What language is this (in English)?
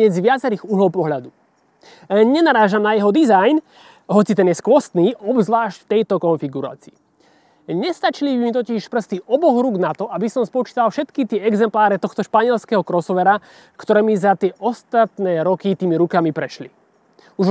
Slovak